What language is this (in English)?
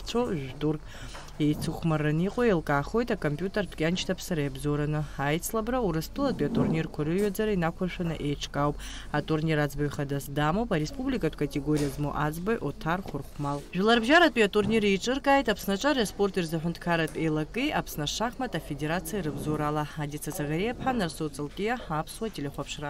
Abkhazian